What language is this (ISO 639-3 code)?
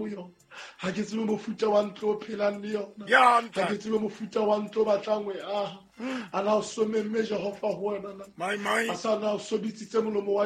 sot